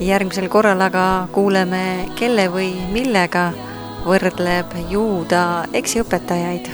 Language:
Estonian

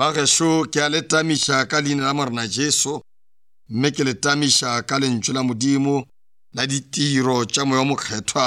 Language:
Northern Sotho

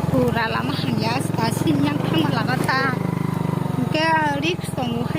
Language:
Kok Borok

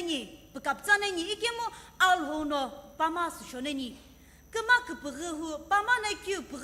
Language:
Sumi Naga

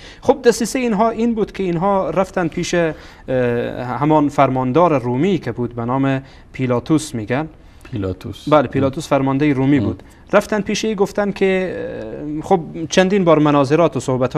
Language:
Persian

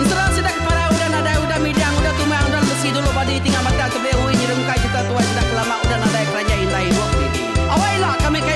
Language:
Iban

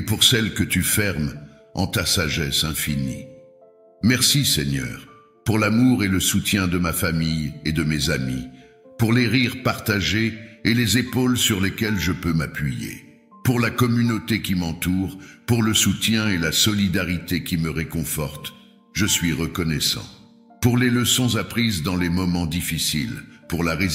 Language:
French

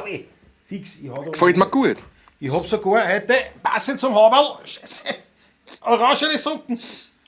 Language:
Bavarian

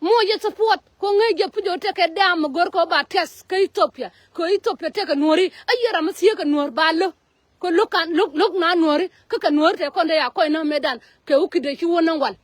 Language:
Nuer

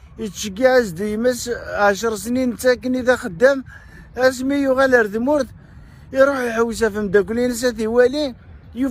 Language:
Kabyle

